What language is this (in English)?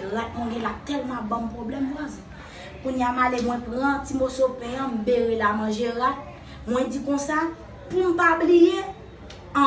Haitian Creole